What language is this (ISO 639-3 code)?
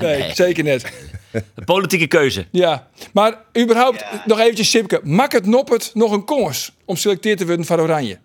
fry